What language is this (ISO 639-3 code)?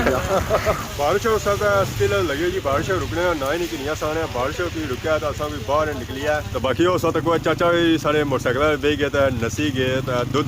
phr